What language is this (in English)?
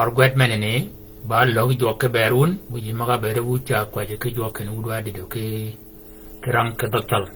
Shilluk